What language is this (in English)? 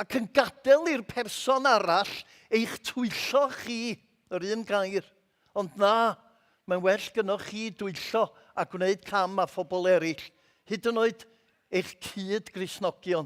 Welsh